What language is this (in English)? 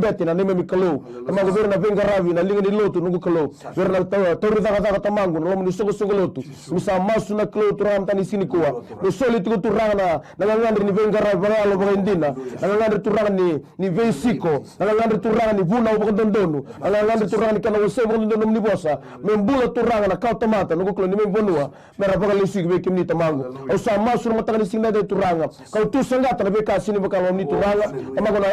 Fijian